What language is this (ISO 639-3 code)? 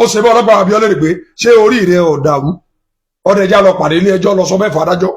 yor